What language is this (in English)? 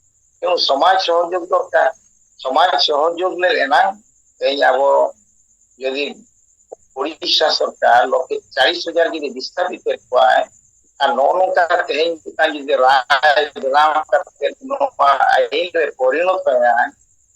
Santali